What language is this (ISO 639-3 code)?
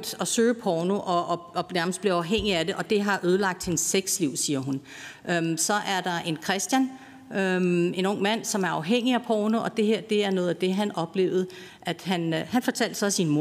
dan